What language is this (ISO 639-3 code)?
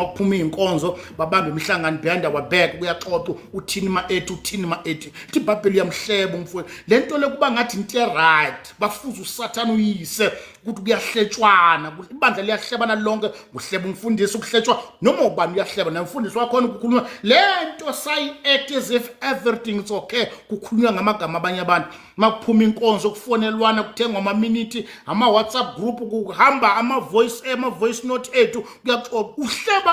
zul